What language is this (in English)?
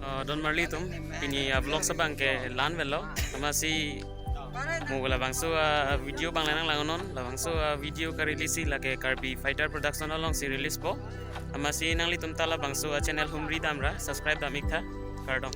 Karbi